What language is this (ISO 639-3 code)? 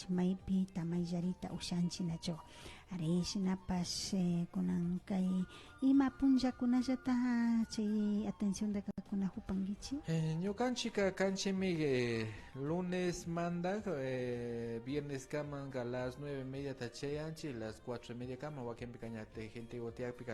qvi